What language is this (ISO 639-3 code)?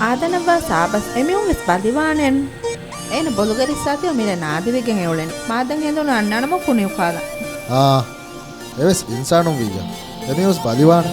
div